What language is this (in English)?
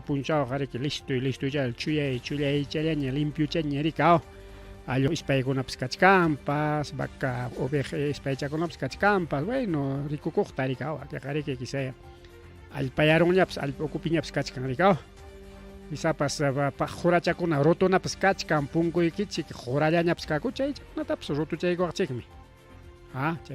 Ayacucho Quechua